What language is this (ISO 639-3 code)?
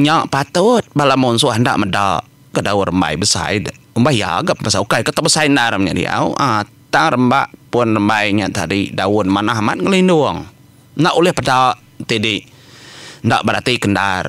iba